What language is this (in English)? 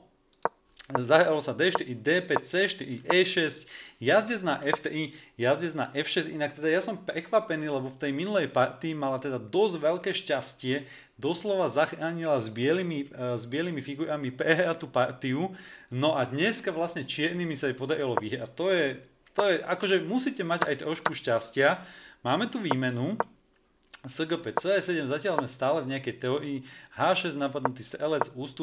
Slovak